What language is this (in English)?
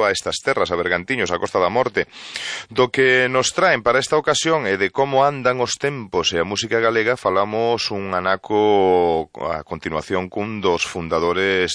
Galician